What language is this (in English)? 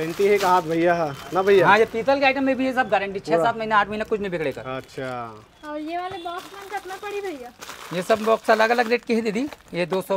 Chhattisgarhi